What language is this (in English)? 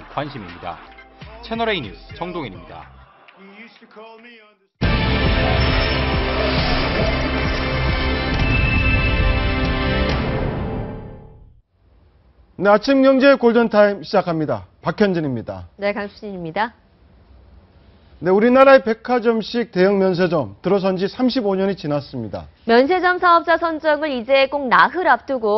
Korean